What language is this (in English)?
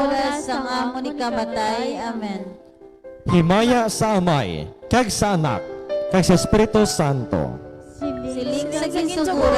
Hiligaynon